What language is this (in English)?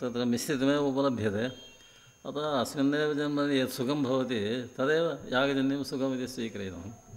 Sanskrit